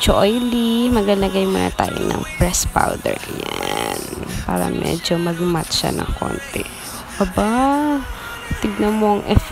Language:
Filipino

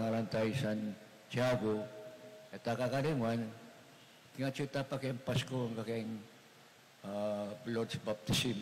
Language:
Pampanga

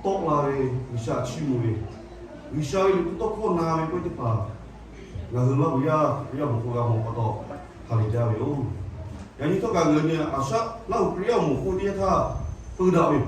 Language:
Lahu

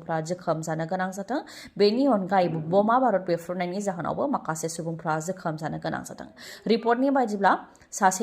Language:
Bodo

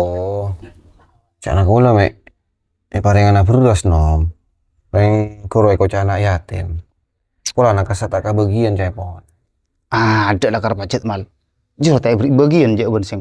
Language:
Madurese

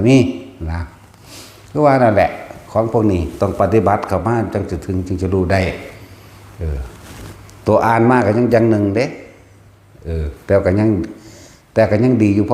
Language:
Northeastern Thai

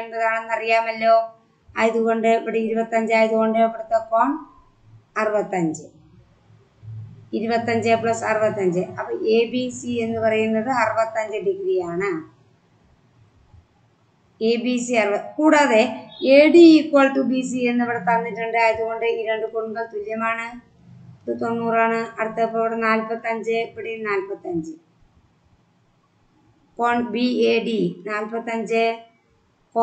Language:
Malayalam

